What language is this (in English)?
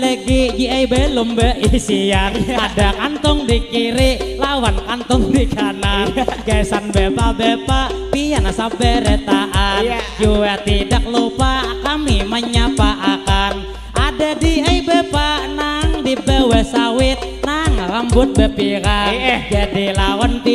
Banjar